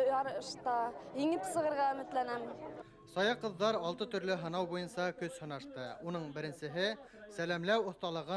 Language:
Bashkir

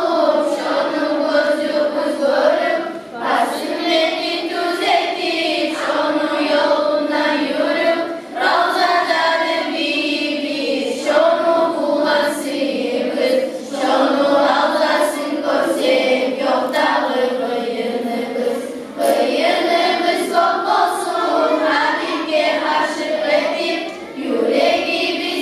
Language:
Kumyk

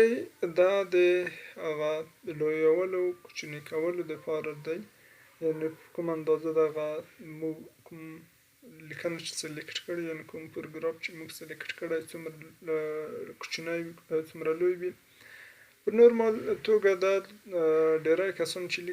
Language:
Pashto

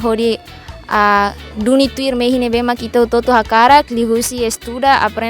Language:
Tetum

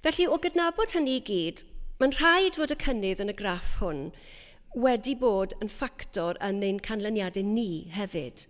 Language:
Welsh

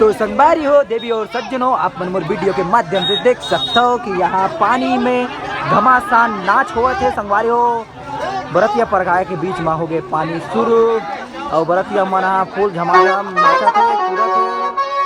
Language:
Chhattisgarhi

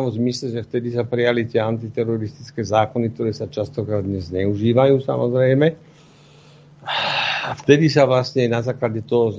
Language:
Slovak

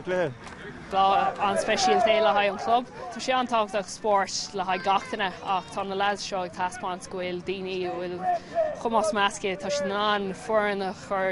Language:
Irish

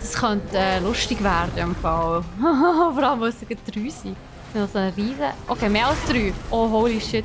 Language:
Swiss German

